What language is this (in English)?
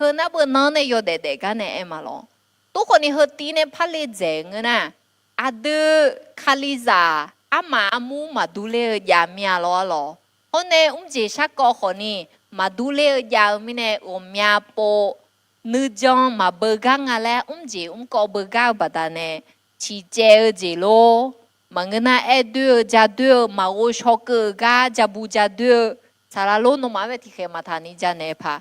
Akha